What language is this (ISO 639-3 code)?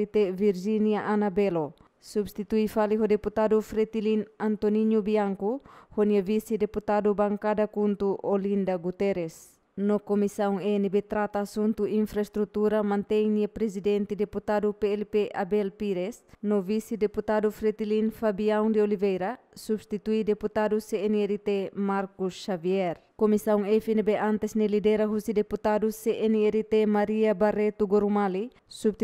tet